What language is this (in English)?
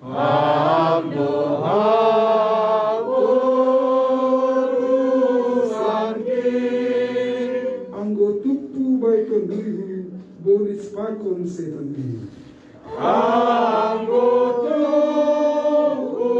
Batak Simalungun